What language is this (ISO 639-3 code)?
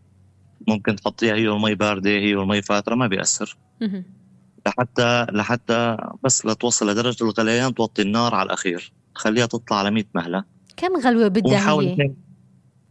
apc